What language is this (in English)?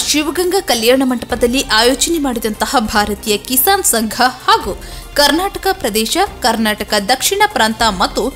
Kannada